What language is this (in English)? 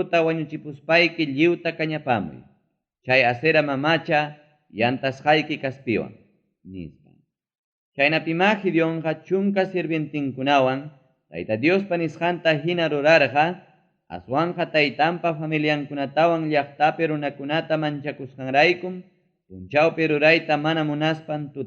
Ayacucho Quechua